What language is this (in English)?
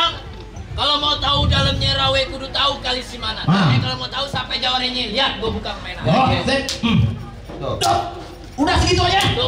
Betawi